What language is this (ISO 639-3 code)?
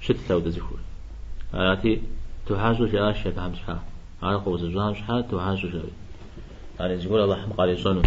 kbd